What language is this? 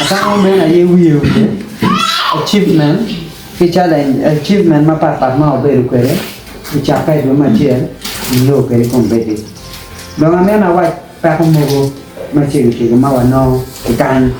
Acoli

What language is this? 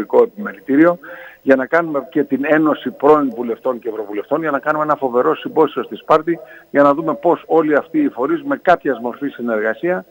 Greek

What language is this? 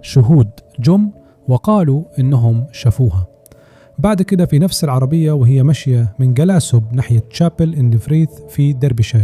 Egyptian Arabic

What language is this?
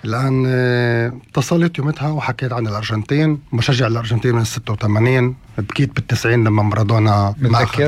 North Levantine Arabic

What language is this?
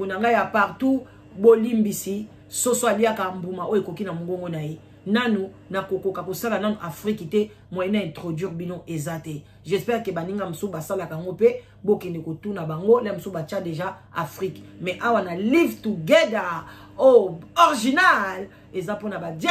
Lingala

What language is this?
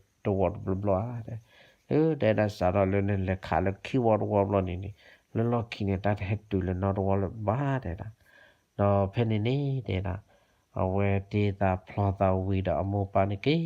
S'gaw Karen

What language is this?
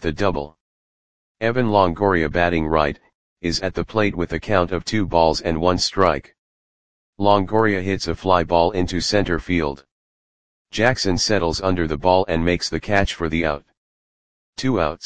English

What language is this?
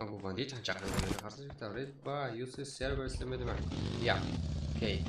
Kara-Kalpak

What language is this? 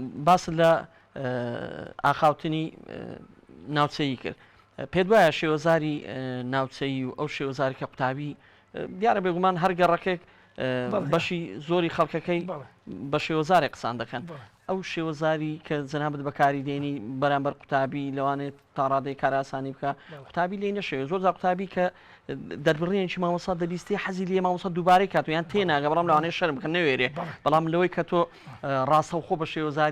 Central Kurdish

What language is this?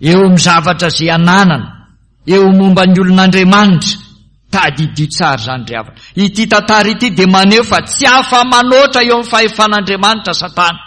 Malagasy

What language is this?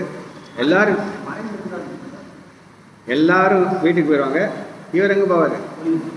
Tamil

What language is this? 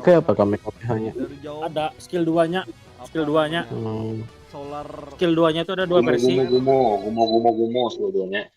Banjar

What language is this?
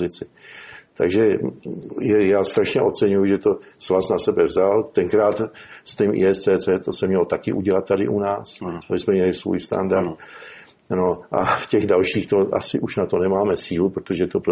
Czech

